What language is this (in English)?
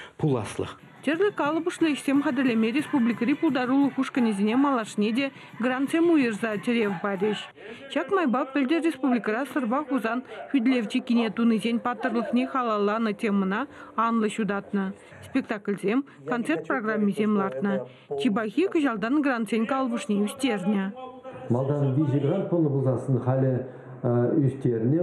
Chuvash